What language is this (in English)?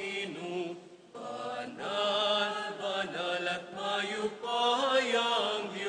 Pampanga